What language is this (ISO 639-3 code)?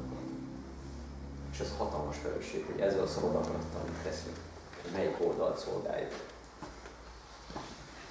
hun